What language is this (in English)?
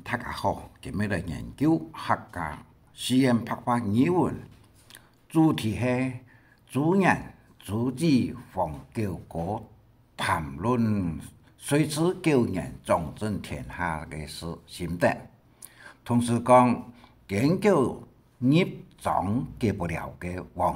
Hakka Chinese